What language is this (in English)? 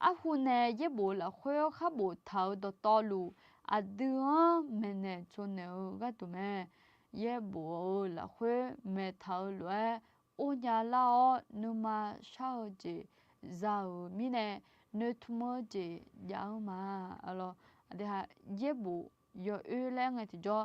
Akha